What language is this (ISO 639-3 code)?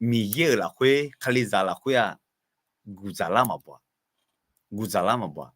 ahk